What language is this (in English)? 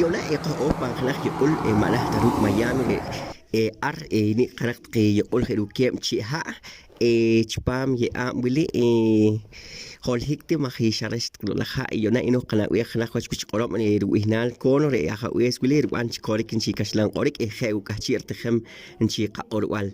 Poqomchi'